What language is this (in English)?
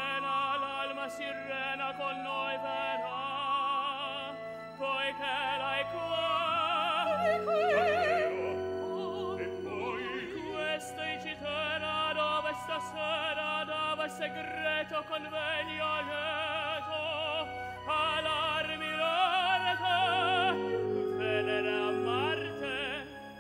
Italian